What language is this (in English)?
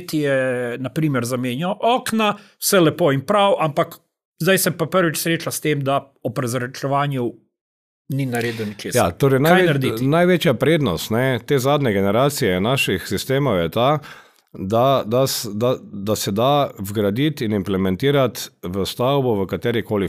Slovenian